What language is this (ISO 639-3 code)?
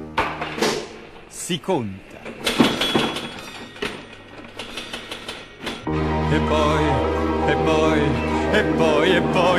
ita